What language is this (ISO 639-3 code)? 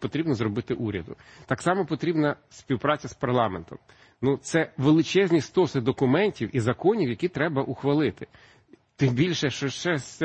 ukr